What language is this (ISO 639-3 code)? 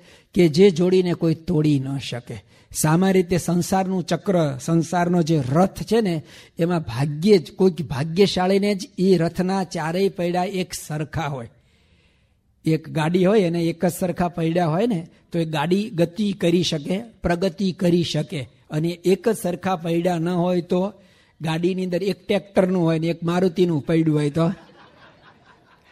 guj